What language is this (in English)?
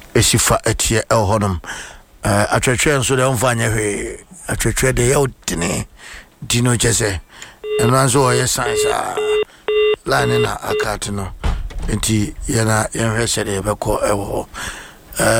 Akan